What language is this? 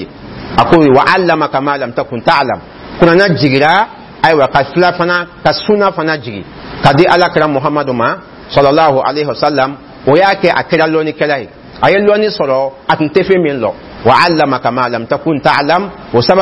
Dyula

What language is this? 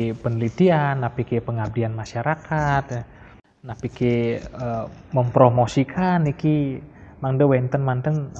Balinese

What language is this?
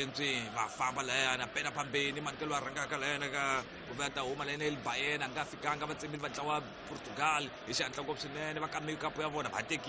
Tsonga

